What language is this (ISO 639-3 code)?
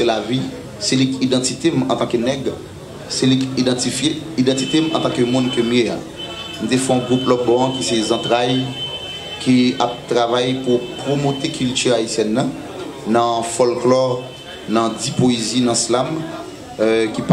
hat